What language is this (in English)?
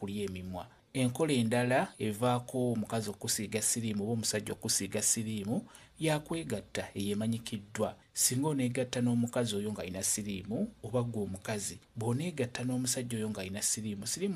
Ganda